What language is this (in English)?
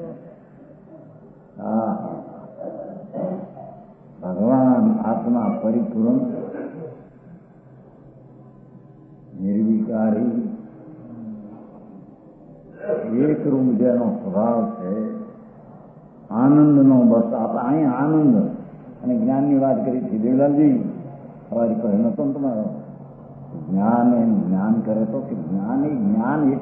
Gujarati